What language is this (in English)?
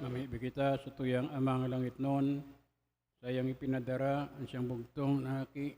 Bikol